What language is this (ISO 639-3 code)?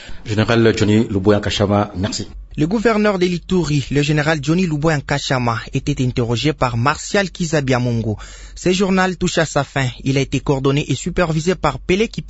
fra